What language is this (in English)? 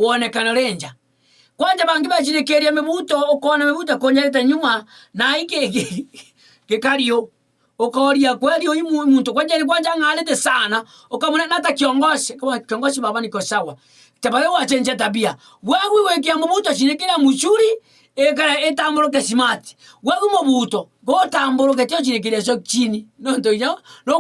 Meru